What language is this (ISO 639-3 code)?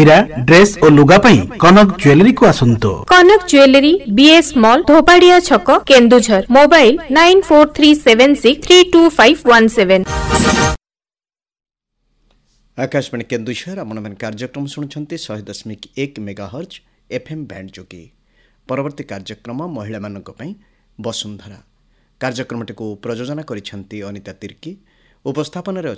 ori